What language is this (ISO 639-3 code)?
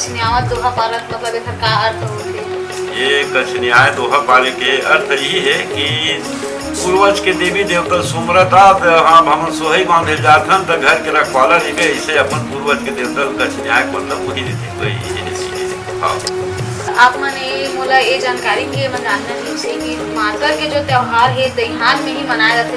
hne